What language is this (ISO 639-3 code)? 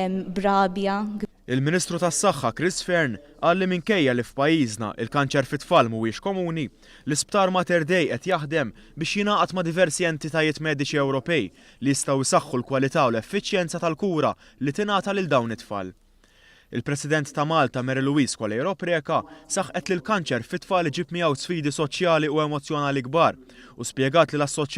mlt